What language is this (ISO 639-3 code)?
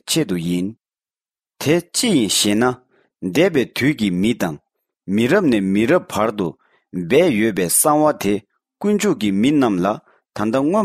bod